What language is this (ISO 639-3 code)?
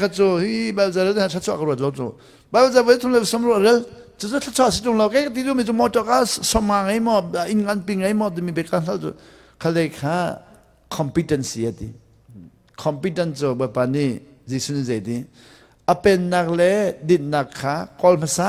cnh